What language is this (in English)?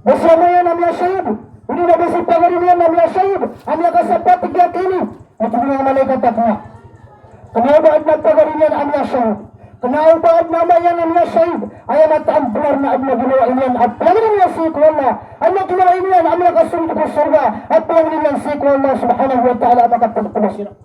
Maranao